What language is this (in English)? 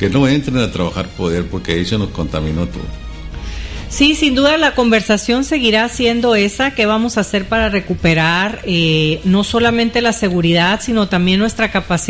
Spanish